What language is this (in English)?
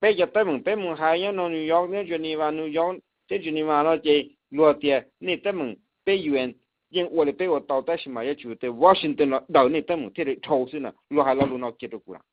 Hmong